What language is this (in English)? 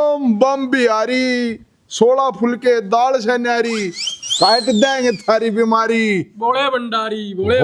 Haryanvi